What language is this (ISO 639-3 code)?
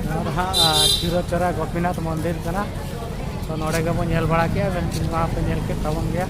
sat